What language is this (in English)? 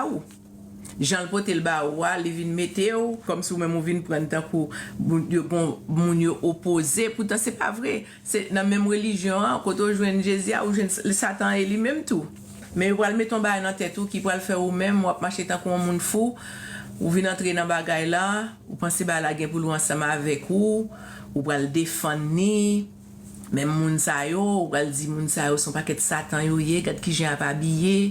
Haitian Creole